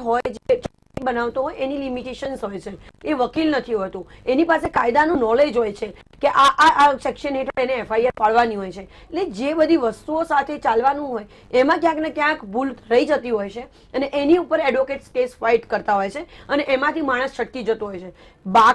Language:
Gujarati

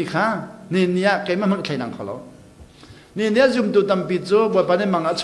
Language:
Hakha Chin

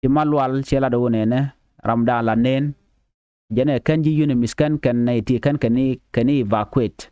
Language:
Nuer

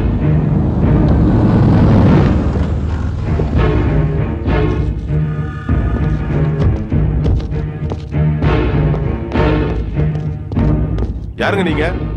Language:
Tamil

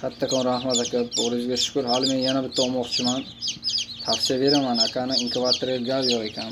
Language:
Uzbek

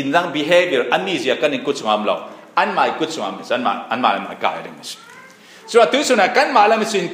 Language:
Falam Chin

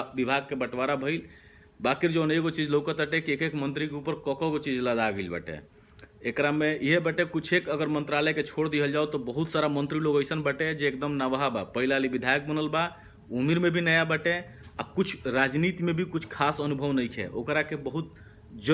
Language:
Bhojpuri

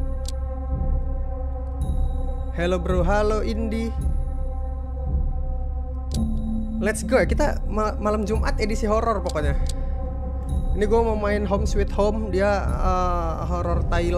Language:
Indonesian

